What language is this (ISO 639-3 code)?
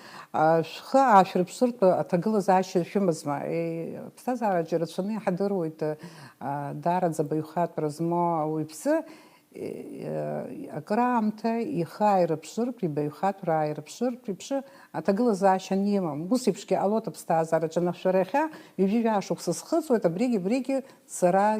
abk